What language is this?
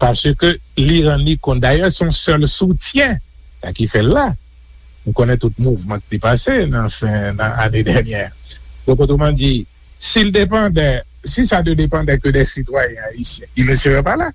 Haitian Creole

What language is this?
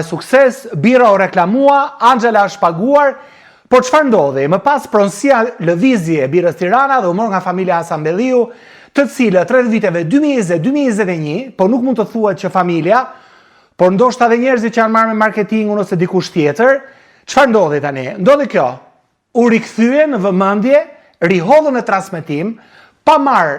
Albanian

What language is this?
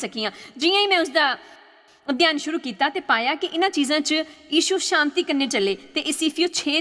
Dogri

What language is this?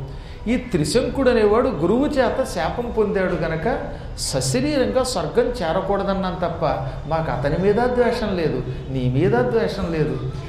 Telugu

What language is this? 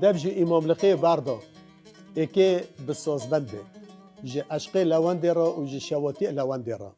Kurdish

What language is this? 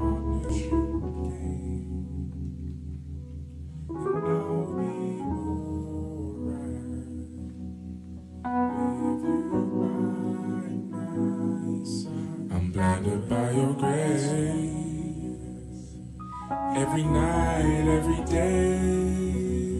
English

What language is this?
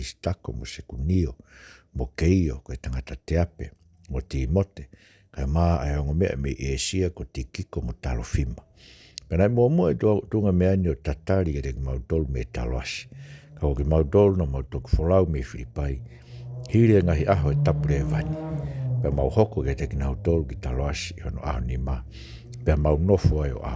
Tongan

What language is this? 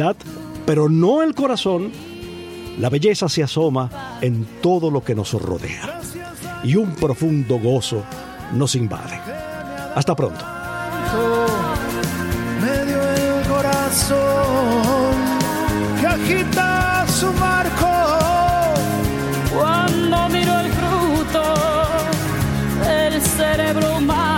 Spanish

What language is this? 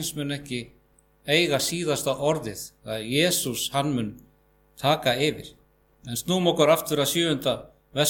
Icelandic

